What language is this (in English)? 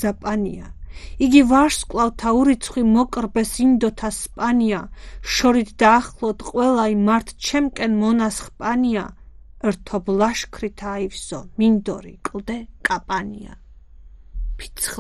Georgian